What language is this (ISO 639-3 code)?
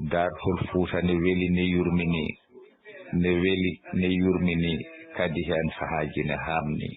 ful